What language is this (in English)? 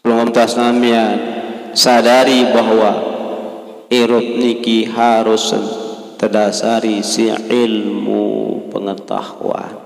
Sasak